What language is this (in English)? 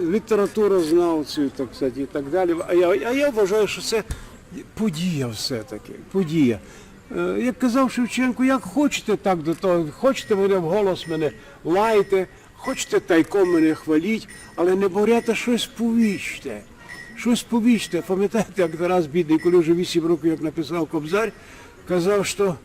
Rusyn